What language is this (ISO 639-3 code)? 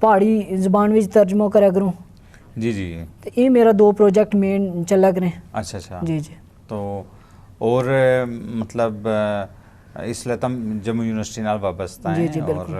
gju